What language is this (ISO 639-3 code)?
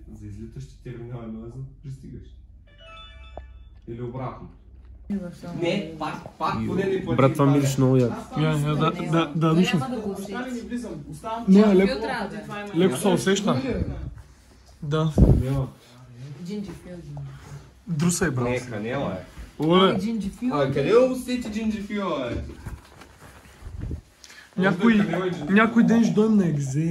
bul